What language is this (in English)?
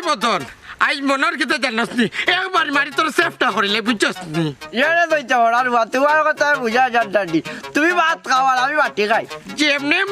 Sylheti